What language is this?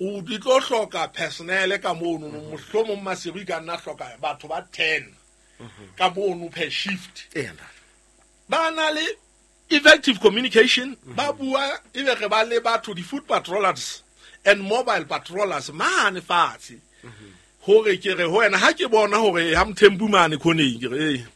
Southern Sotho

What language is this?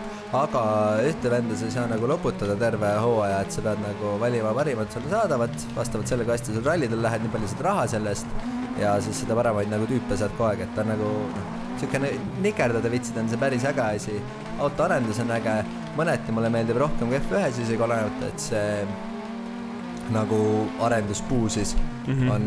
Estonian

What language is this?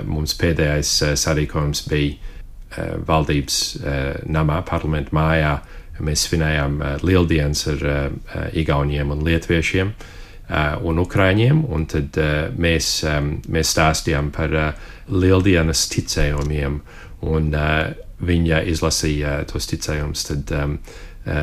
Latvian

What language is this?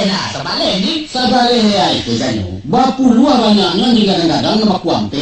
Minangkabau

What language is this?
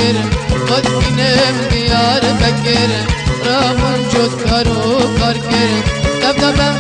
Kurdish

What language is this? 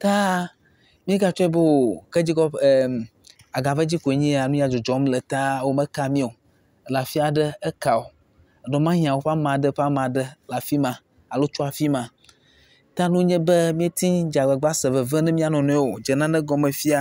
Ewe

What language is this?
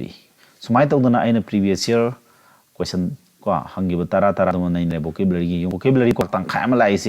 Manipuri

